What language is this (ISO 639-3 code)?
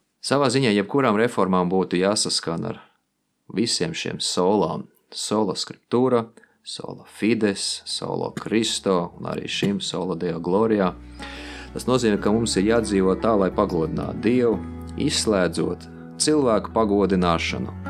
lav